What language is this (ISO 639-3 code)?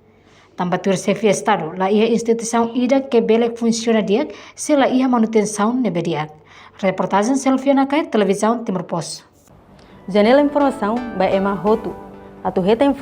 tet